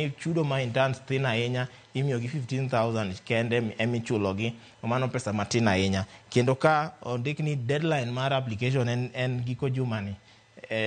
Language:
Luo (Kenya and Tanzania)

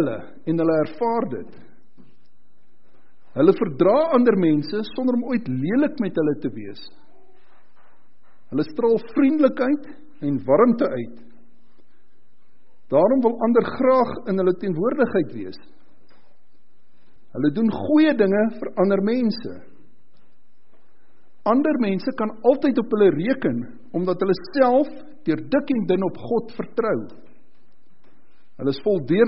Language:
Afrikaans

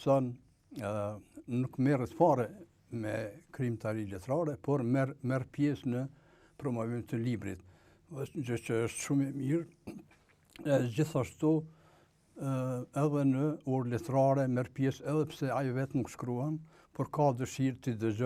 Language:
Albanian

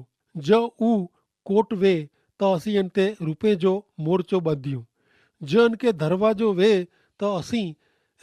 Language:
Kachhi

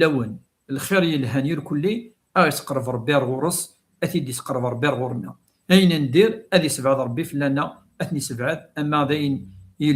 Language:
Kabyle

